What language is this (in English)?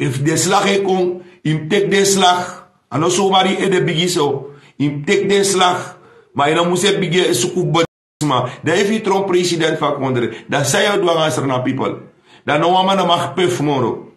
Sranan Tongo